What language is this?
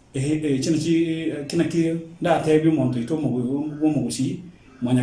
Gusii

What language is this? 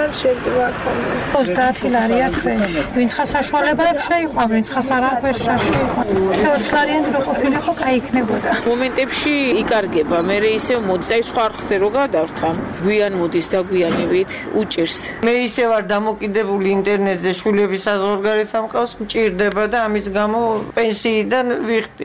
Georgian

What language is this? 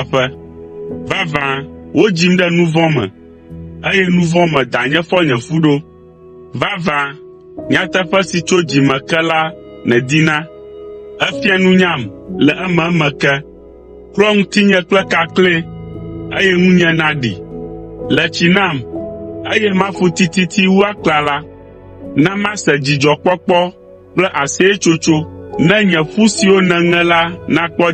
Ewe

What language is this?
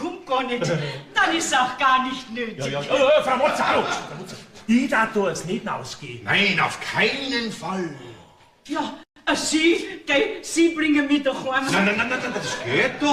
Bavarian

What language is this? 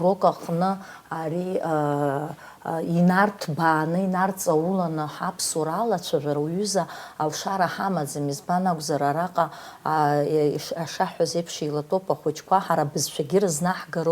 Abkhazian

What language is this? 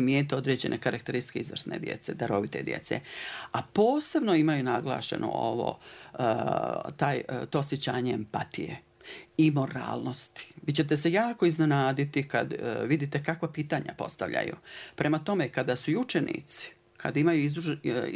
Bosnian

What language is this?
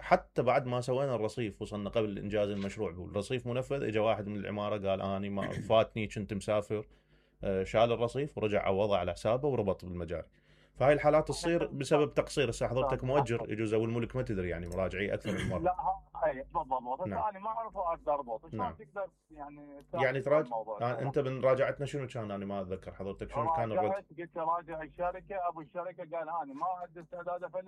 Mesopotamian Arabic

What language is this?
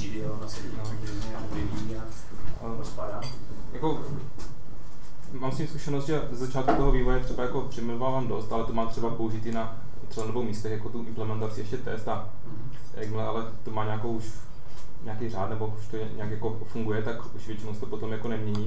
Czech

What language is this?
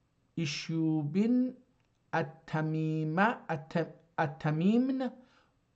South Azerbaijani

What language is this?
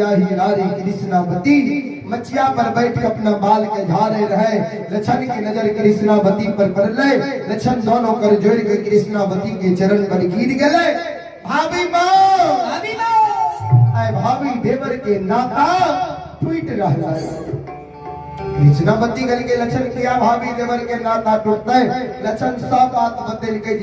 Maithili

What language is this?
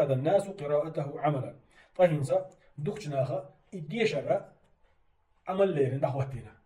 Chechen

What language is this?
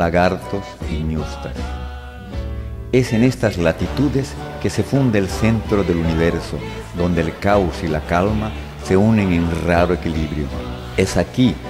Spanish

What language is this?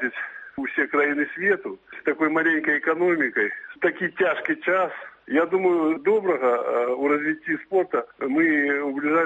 Belarusian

